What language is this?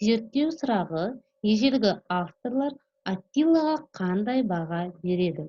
Kazakh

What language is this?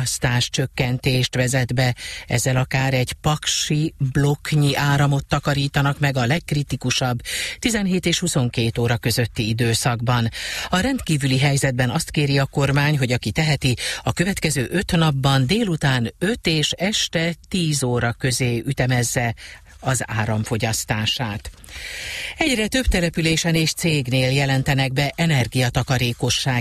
Hungarian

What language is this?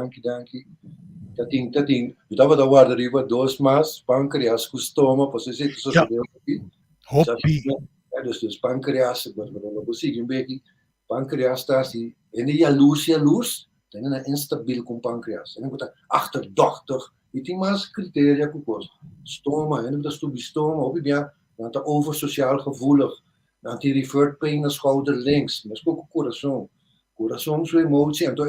Papiamento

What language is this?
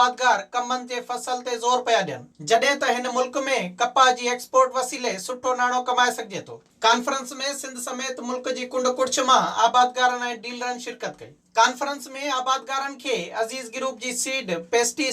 Sindhi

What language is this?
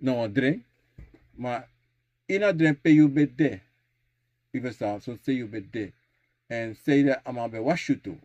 Sranan Tongo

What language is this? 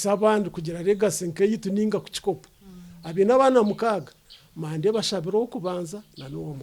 Nyankole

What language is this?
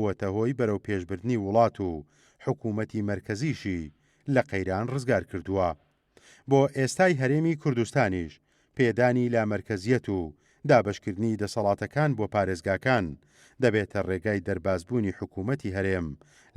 Central Kurdish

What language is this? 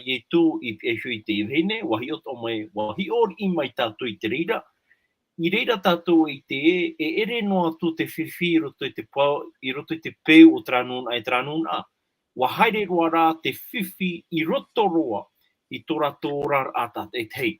Tahitian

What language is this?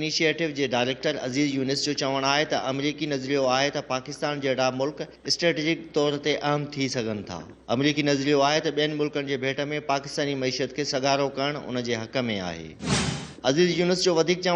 Sindhi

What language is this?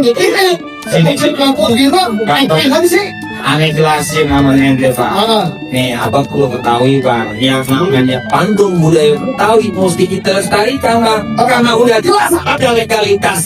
Betawi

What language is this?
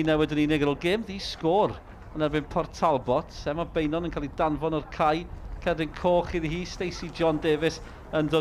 Welsh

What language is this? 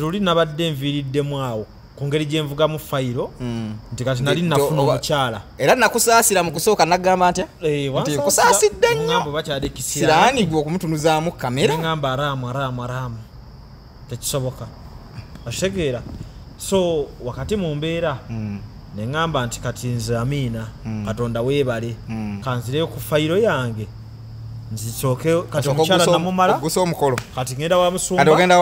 Ganda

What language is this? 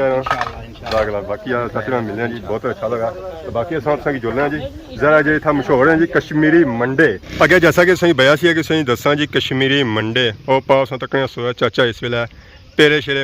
Pahari-Potwari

